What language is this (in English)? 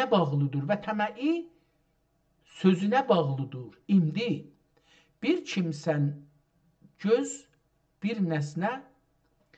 South Azerbaijani